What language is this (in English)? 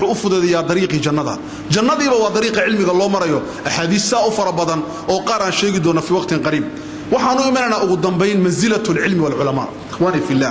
Somali